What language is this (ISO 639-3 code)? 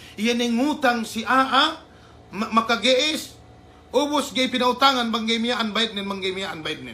yka